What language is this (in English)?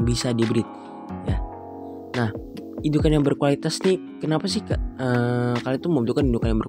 Indonesian